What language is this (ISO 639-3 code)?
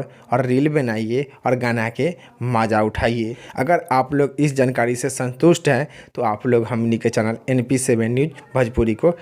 bho